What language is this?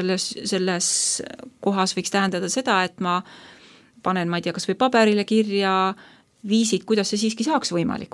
Estonian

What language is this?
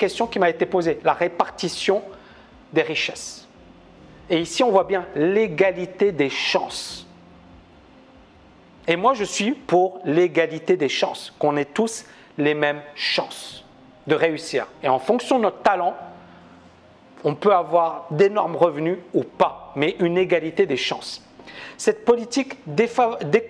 French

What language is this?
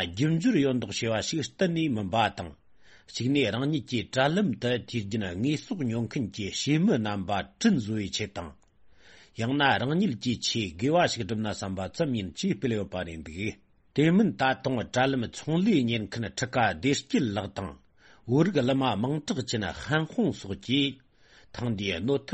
Tibetan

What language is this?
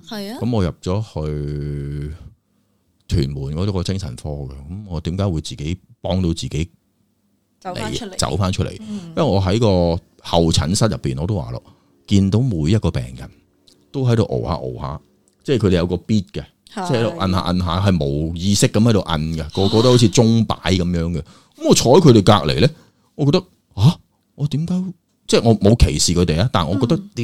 Cantonese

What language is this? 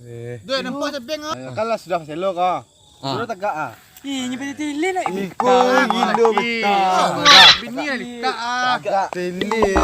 Minangkabau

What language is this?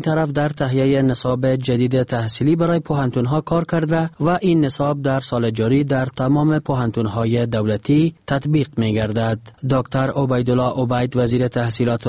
Persian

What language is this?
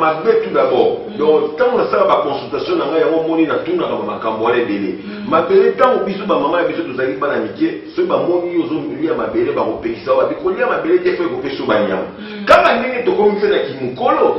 Lingala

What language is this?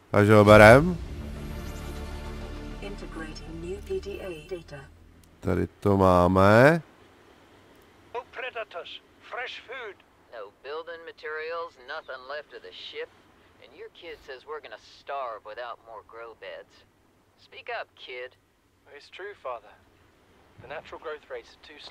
Czech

